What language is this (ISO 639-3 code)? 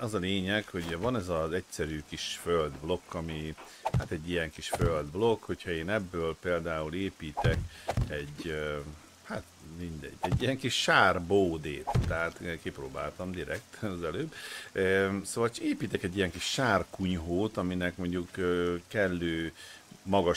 hun